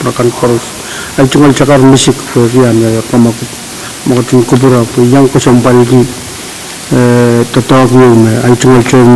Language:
Pohnpeian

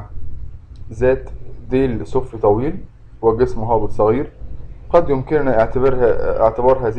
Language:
Egyptian Arabic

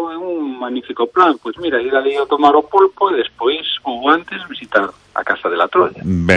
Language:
Galician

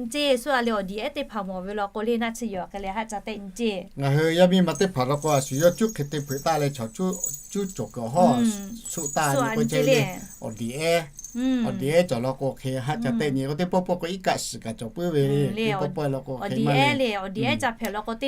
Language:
Lahu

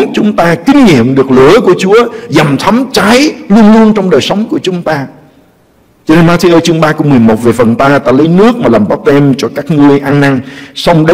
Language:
Vietnamese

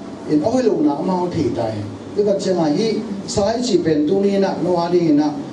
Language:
Tedim Chin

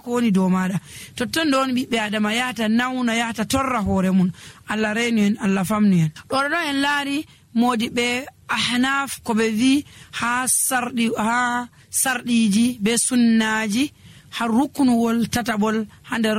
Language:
Nigerian Fulfulde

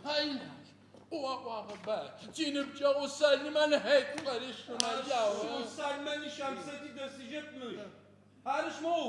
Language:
Adyghe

